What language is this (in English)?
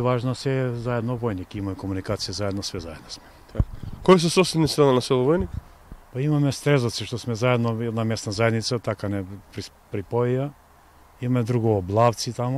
Macedonian